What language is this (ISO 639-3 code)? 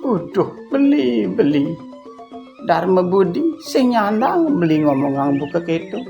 ban